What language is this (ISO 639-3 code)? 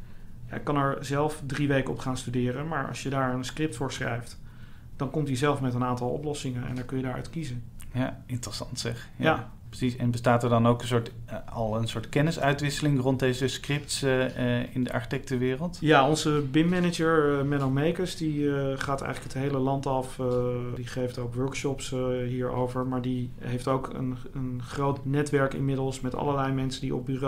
nld